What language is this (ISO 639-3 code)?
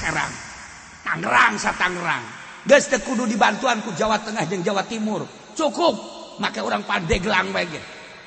sun